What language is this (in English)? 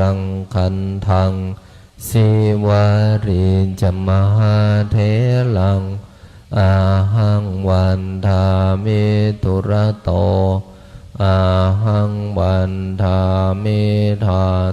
Pali